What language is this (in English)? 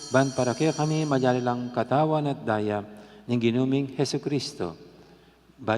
Pampanga